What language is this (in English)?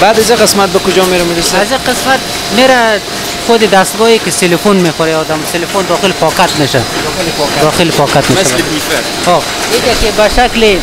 Persian